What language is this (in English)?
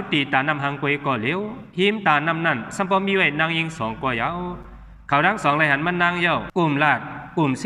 Shan